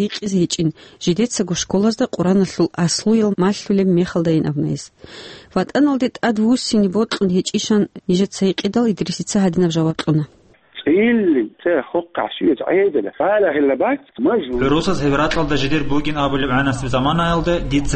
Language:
Avaric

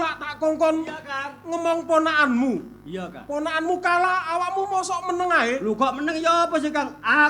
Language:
Javanese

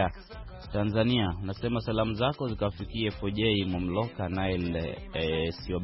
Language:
Swahili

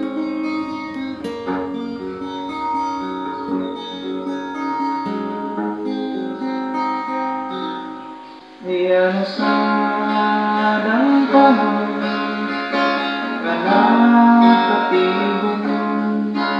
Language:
Filipino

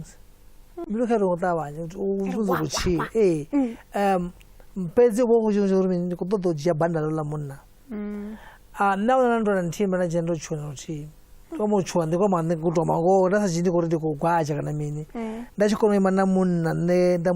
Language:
Venda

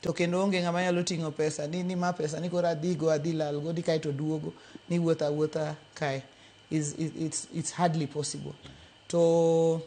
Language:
Luo (Kenya and Tanzania)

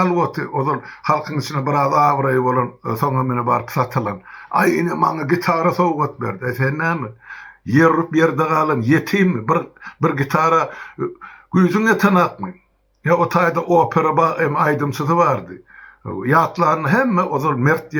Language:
Turkmen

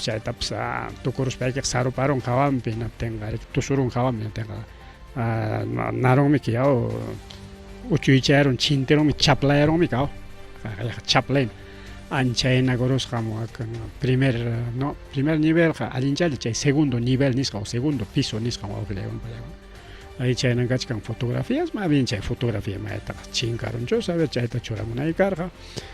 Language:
Ayacucho Quechua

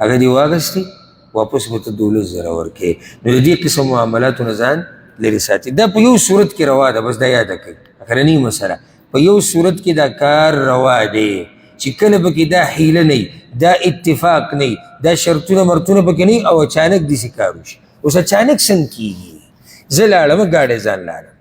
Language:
Pashto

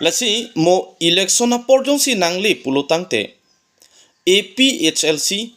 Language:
Karbi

